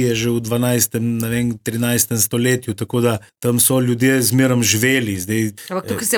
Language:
Slovenian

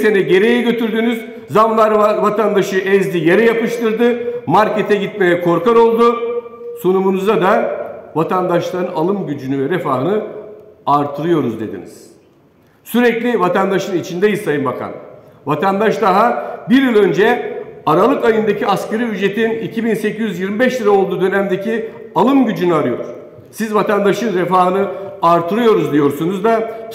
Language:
Turkish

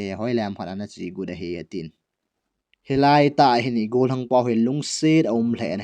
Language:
Thado Chin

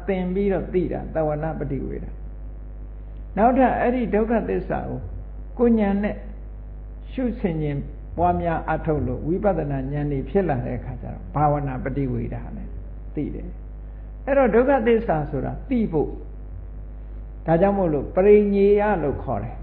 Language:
Burmese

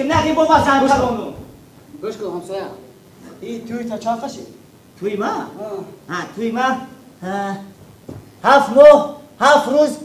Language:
Tajik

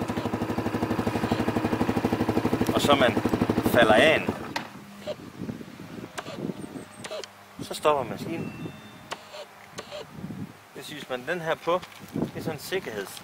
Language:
Danish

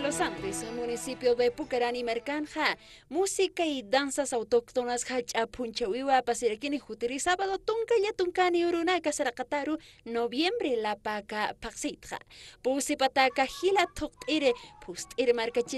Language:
Aymara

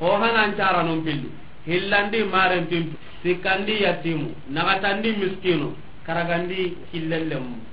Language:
Soninke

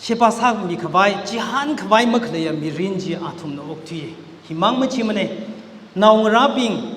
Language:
Tangkhul Naga (India)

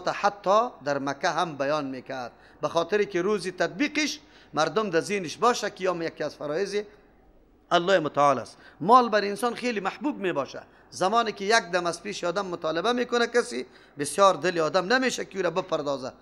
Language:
Persian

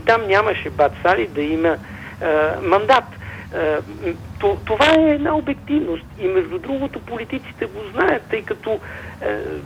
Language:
Bulgarian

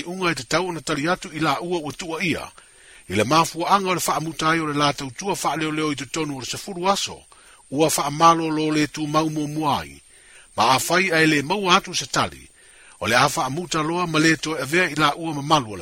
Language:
Samoan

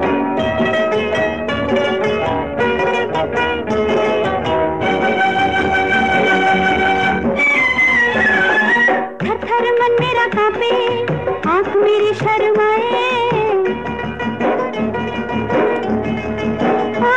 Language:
Hindi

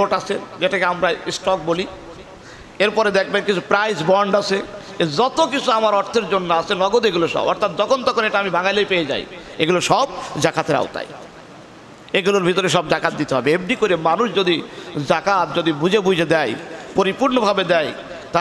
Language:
Bangla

